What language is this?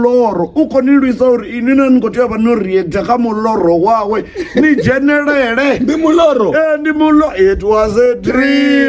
Venda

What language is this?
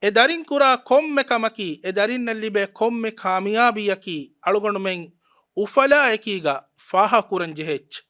Divehi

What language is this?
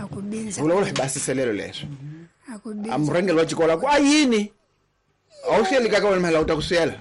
Tsonga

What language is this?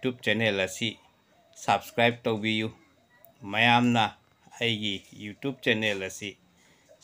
Manipuri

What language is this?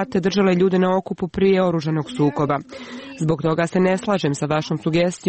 Serbian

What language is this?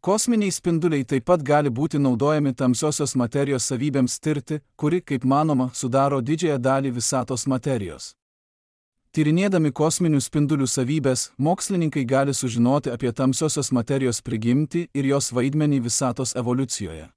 Lithuanian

